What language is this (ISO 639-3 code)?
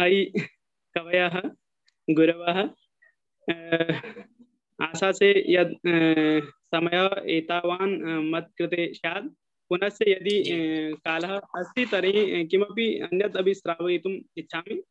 san